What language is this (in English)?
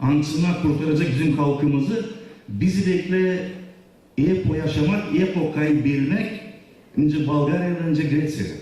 Gagauz